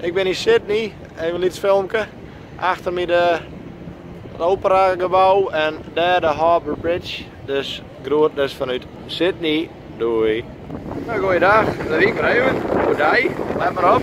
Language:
Western Frisian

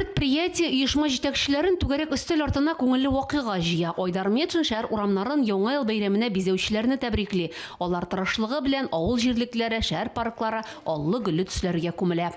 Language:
Tatar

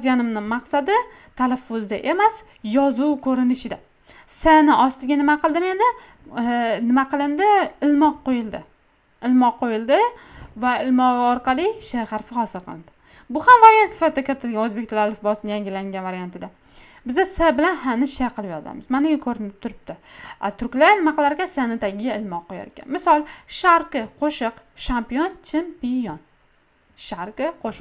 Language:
Uzbek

